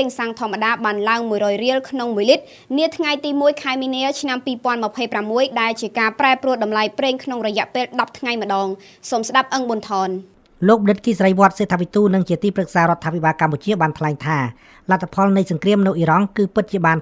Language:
Khmer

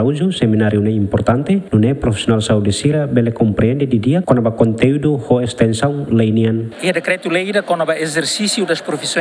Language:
Tetum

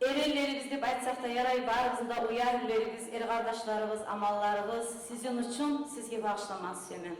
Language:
Kumyk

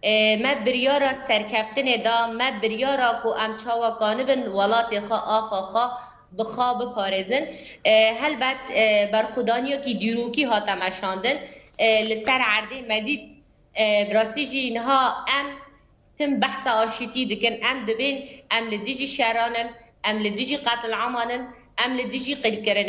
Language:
Kurdish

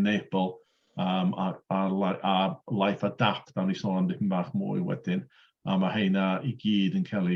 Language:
Welsh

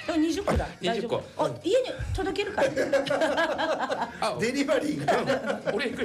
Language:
Japanese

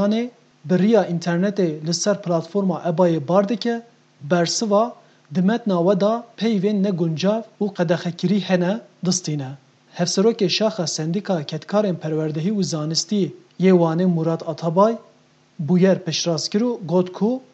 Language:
Kurdish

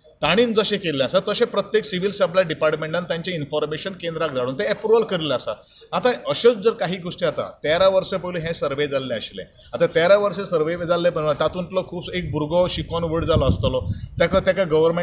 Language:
Konkani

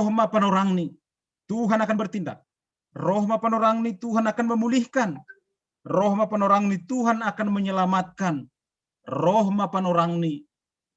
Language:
Batak Simalungun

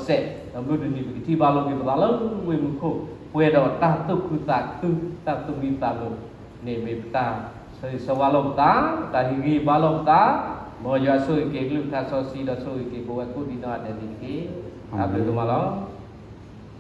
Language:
S'gaw Karen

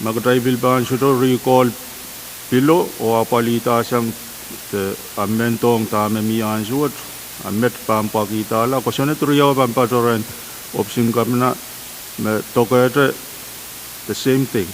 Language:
Pohnpeian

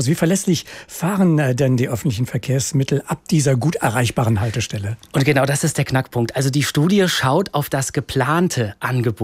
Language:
German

